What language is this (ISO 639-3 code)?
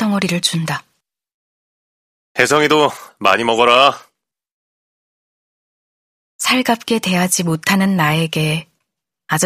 kor